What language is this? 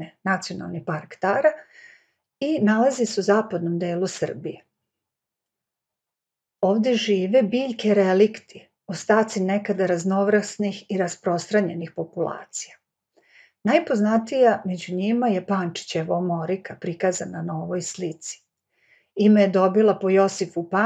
Serbian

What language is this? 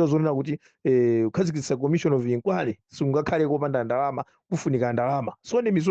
Nyanja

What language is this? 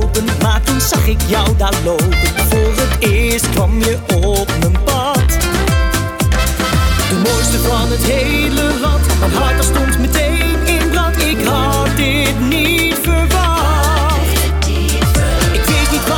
Dutch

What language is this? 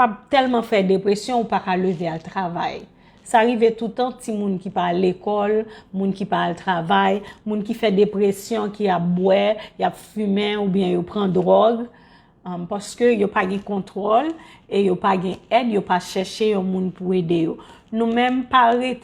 Haitian Creole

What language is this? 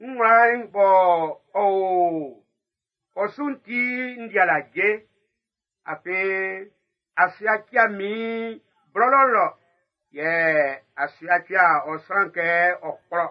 Baoulé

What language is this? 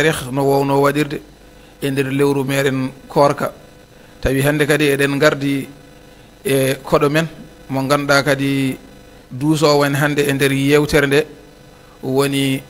Fula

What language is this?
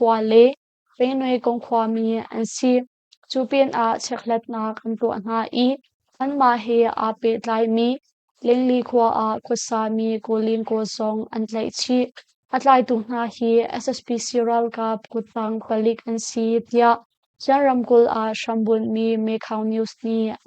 Hakha Chin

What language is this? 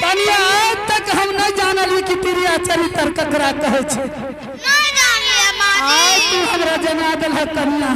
Angika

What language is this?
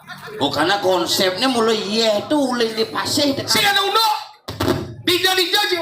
Balinese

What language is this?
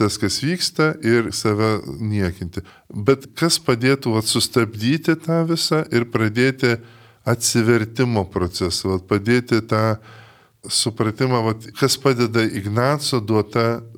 Lithuanian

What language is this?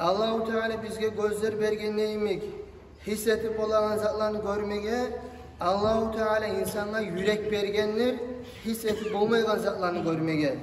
Kumyk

